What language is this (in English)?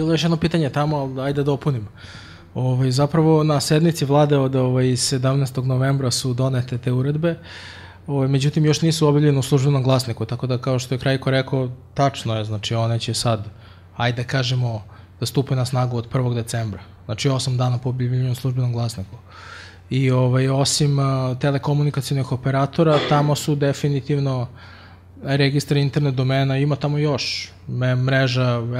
Serbian